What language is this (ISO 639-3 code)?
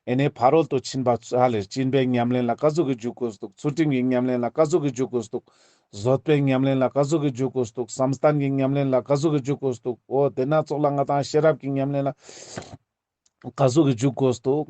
lbj